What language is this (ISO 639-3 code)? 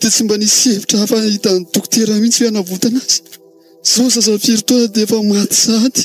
mlg